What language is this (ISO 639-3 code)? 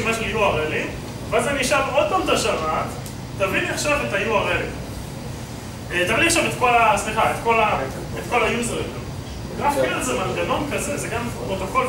heb